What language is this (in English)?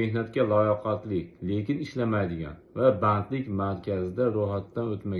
Uzbek